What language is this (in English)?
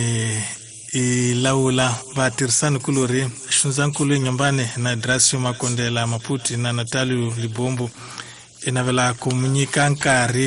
Tsonga